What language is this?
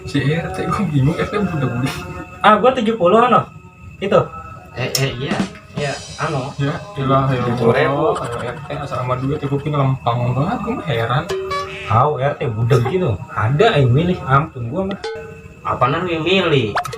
Betawi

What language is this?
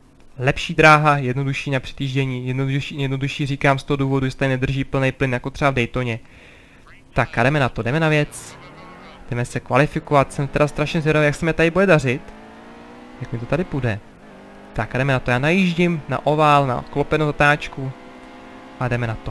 Czech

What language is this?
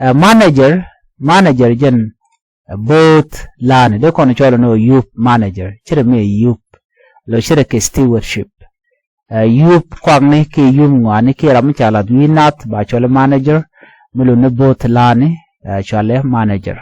Nuer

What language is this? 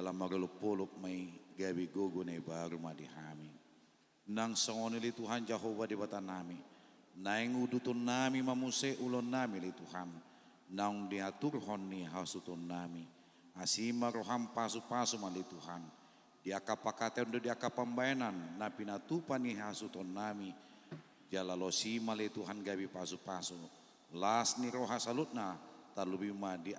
Batak Toba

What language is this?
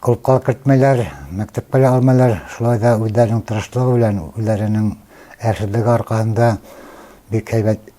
Bashkir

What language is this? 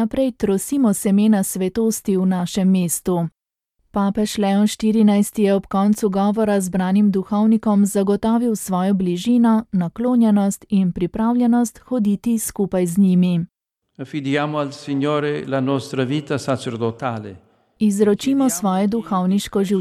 Slovenian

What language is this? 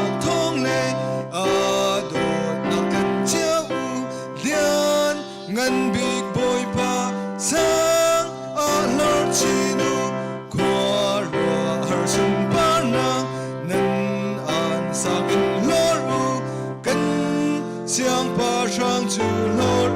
Hakha Chin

